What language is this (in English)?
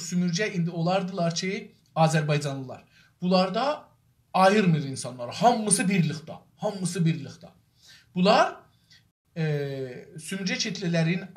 South Azerbaijani